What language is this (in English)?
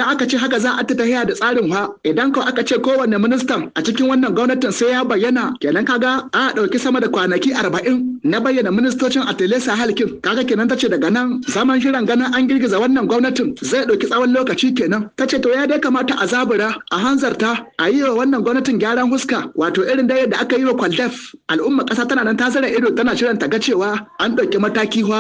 Hausa